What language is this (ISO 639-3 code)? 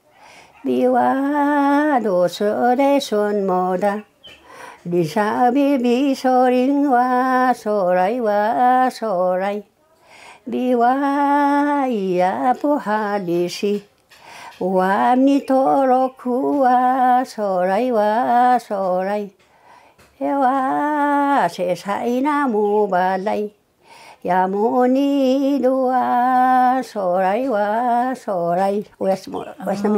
trv